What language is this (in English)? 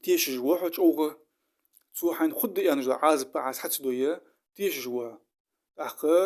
Ingush